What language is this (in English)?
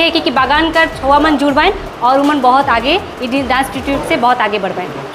Sadri